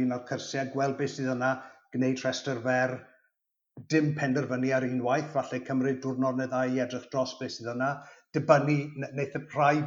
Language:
Welsh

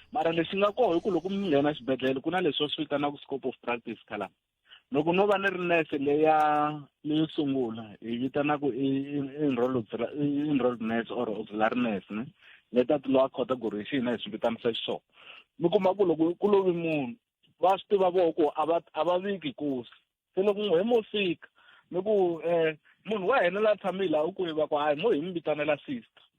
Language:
Tsonga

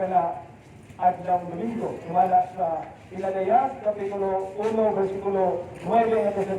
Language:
Cebuano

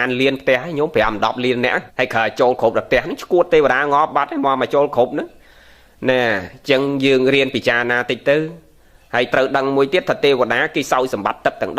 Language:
Khmer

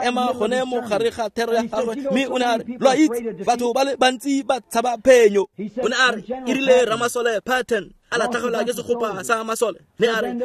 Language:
Tswana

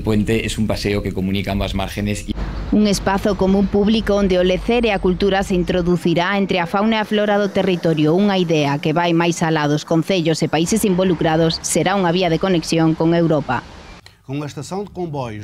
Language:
Galician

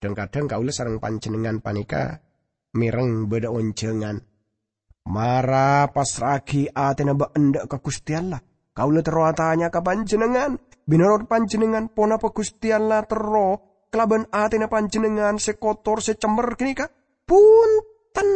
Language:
Madurese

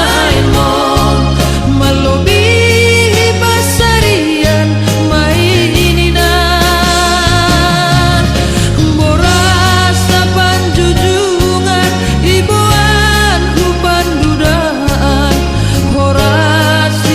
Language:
Batak Toba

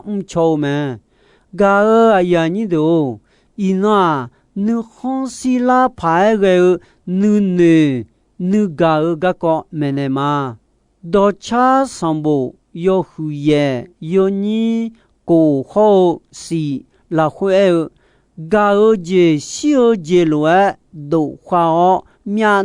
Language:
Akha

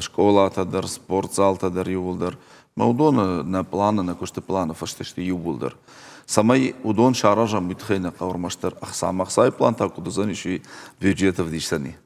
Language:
Ossetic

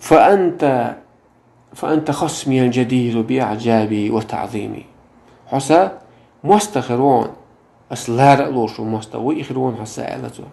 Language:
Chechen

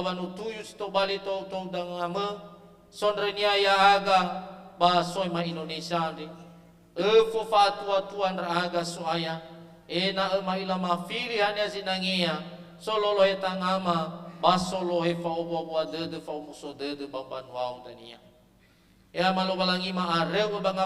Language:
Nias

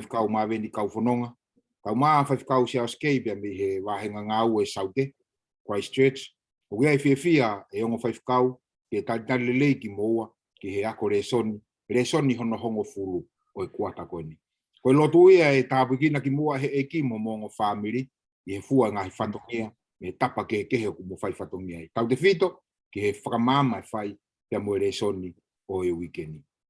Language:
Tongan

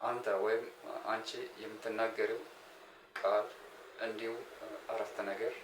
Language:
Amharic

